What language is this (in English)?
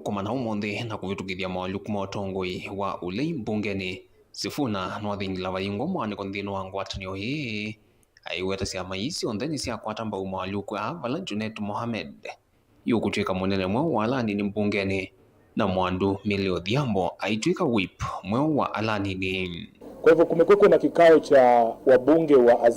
Kamba